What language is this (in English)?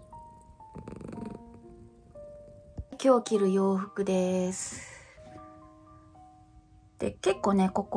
Japanese